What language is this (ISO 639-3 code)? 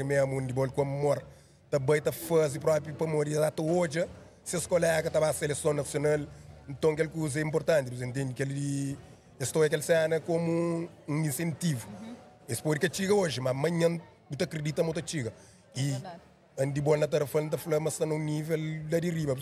kea